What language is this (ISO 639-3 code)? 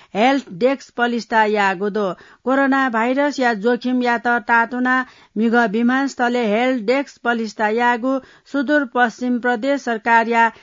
new